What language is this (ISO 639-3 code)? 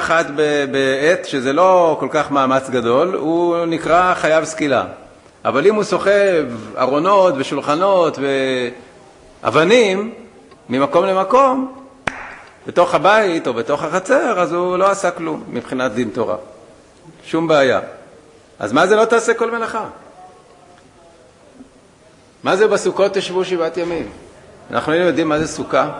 heb